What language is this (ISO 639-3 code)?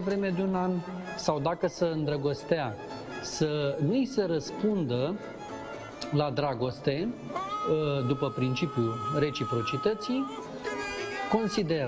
ron